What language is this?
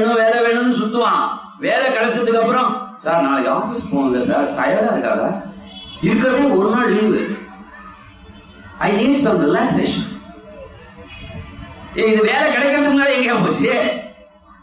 Tamil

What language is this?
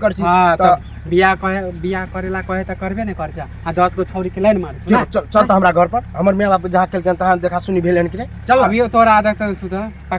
Maithili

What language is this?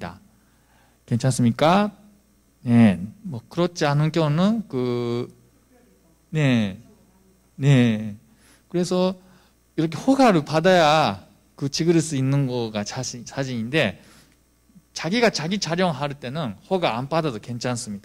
Korean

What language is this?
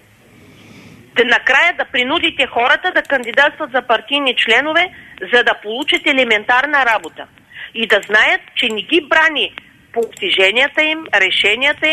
Bulgarian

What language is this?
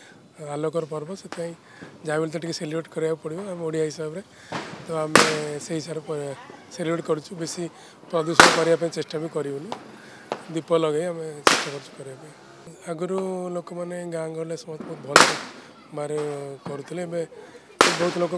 Odia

